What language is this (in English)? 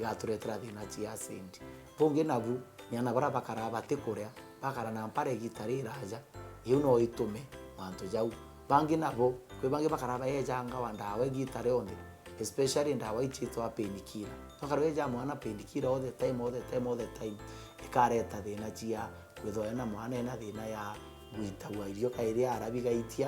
Meru